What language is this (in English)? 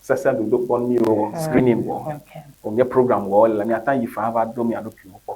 Ewe